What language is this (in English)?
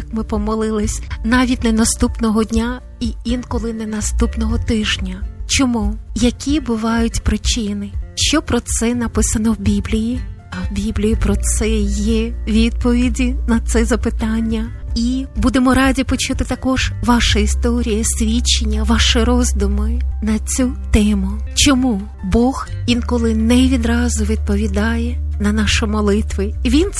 Ukrainian